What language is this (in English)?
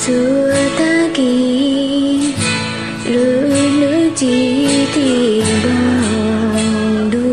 Hmong